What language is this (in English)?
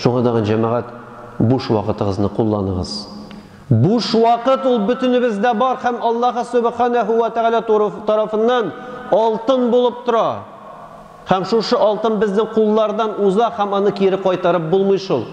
Tatar